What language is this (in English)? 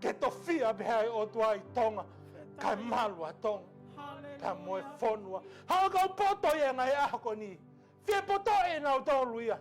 Tongan